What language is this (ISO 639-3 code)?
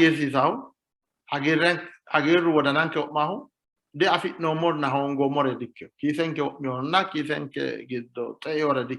sid